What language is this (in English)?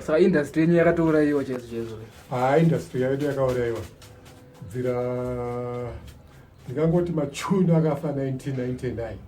Shona